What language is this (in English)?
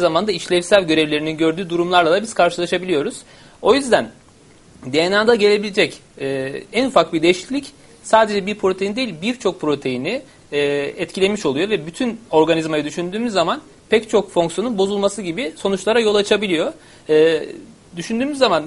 Turkish